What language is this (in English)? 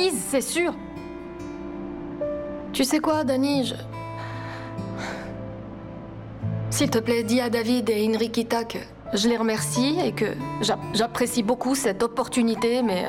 French